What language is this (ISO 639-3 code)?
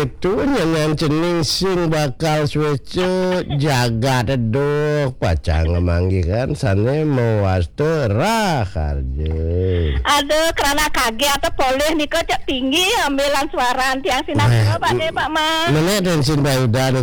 ban